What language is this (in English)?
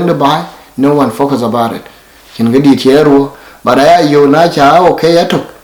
Dinka